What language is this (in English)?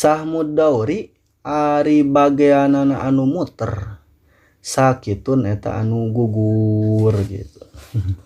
Sundanese